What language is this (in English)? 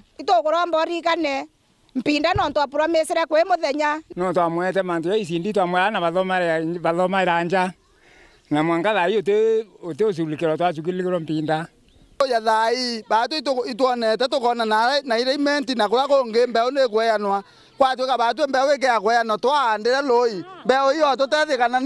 Meru